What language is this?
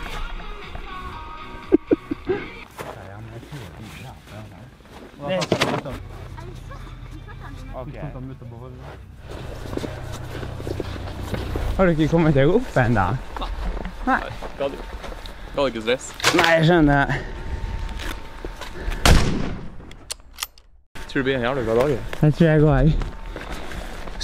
Norwegian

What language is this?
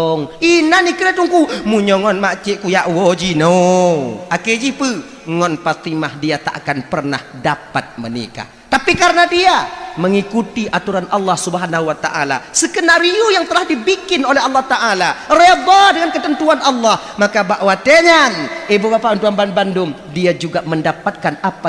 Achinese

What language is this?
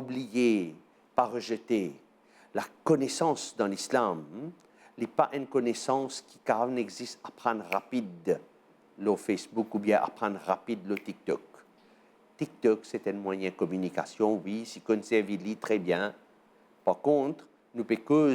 Morisyen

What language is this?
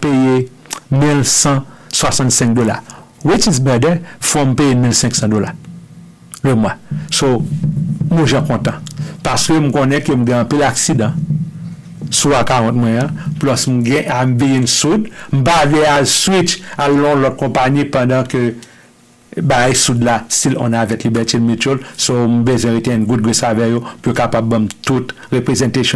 Haitian Creole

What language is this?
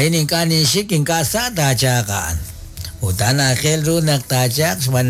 Kekchí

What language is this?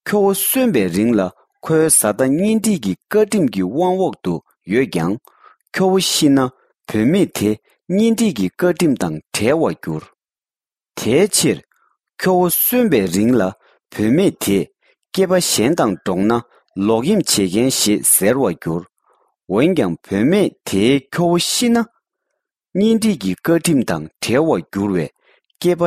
Tibetan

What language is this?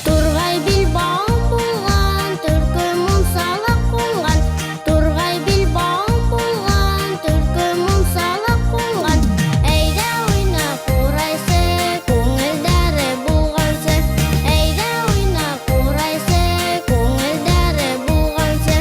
Bashkir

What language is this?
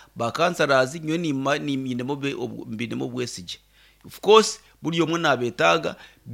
Nyankole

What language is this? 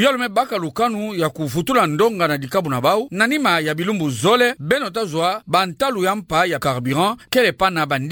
Kituba (Democratic Republic of Congo)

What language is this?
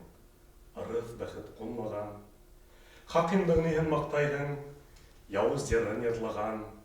Bashkir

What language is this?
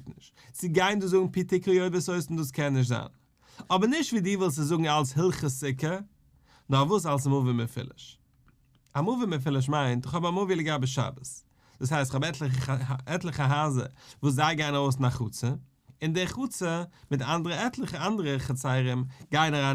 Yiddish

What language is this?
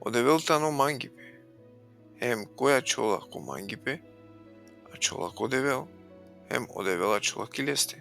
Balkan Romani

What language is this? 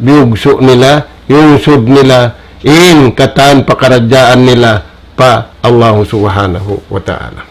Tausug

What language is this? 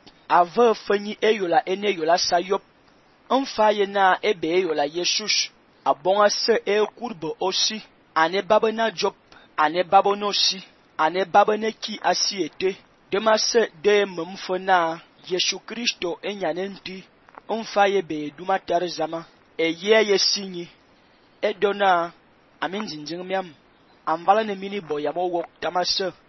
Fang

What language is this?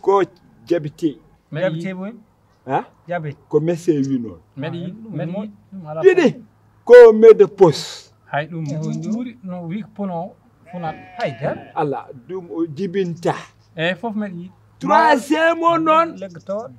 Fula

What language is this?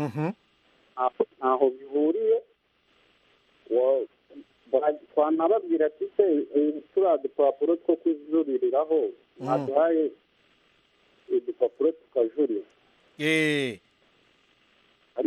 Kinyarwanda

